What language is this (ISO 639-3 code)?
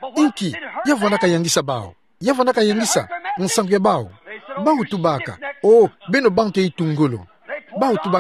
ktu